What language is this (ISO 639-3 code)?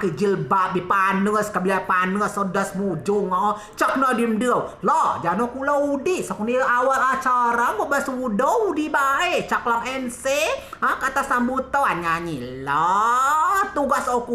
rej